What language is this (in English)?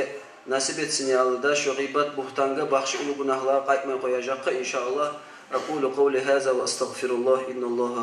Kumyk